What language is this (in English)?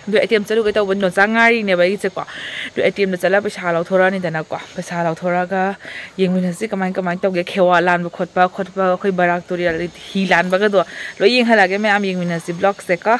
Manipuri